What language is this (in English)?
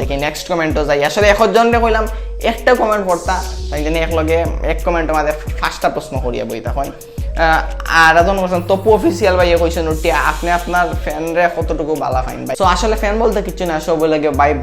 Sylheti